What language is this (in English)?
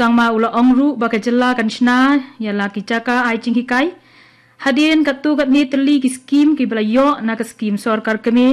Khasi